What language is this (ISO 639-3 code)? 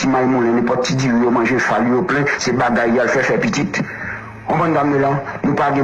hat